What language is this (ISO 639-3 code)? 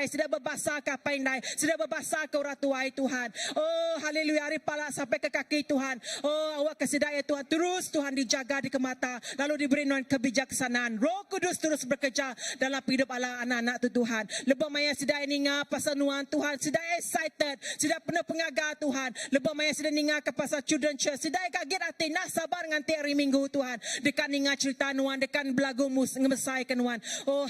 iba